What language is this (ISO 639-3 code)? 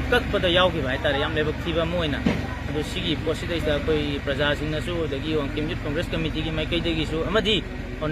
mni